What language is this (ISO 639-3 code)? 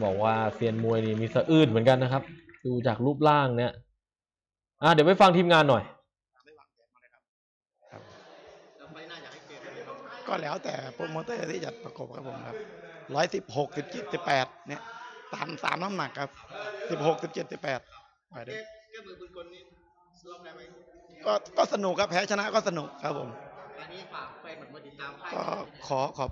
tha